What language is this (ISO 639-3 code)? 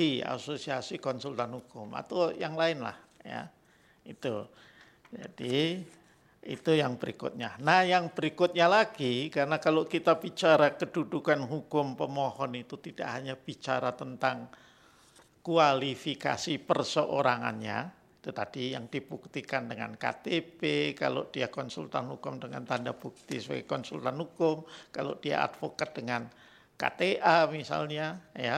ind